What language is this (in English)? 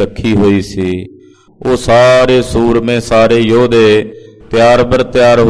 Punjabi